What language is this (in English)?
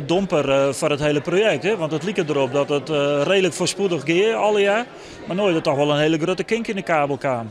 Western Frisian